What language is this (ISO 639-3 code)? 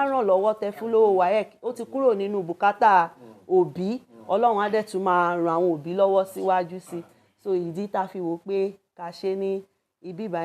yor